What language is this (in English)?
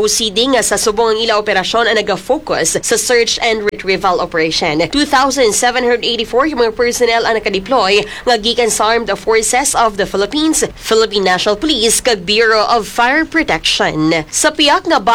Hiligaynon